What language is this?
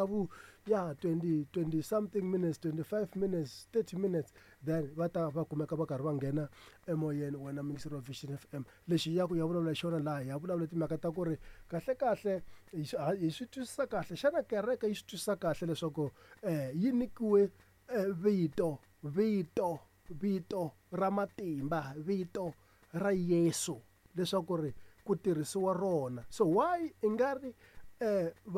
Tsonga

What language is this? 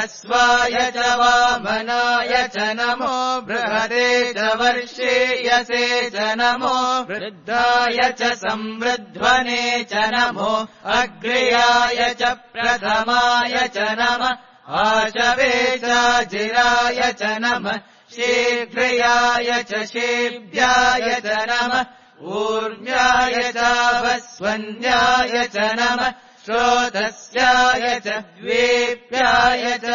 Sanskrit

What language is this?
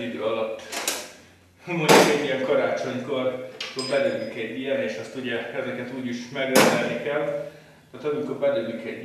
Hungarian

